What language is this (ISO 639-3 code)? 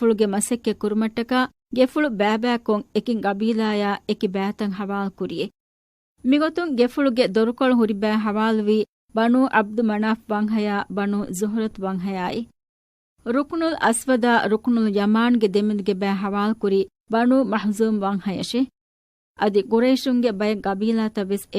div